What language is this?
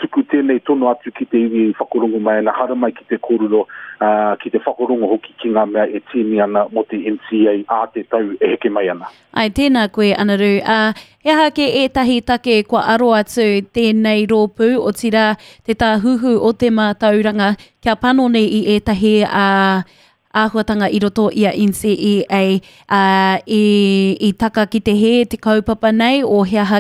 Māori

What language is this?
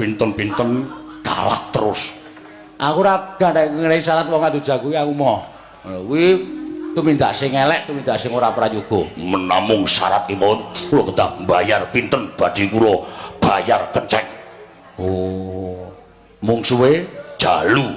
Javanese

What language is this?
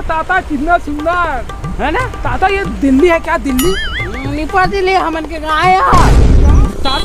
Chhattisgarhi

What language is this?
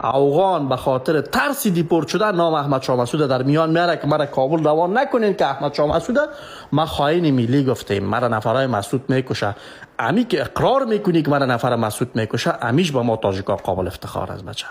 Persian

